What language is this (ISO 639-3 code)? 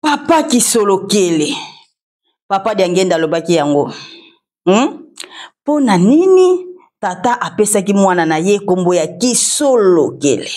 lin